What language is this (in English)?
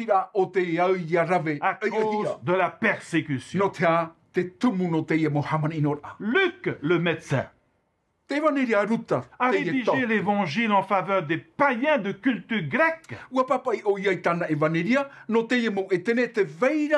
Tahitian